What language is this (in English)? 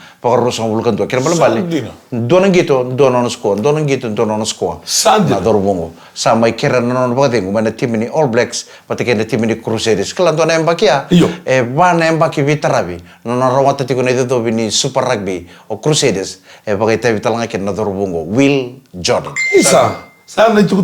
Fijian